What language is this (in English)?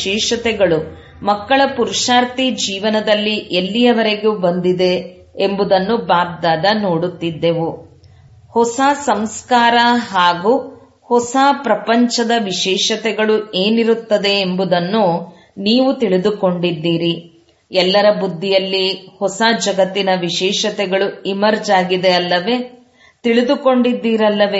Kannada